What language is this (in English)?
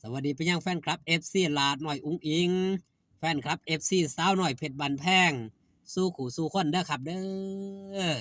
Northeastern Thai